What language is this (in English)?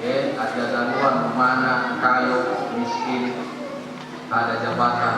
Nias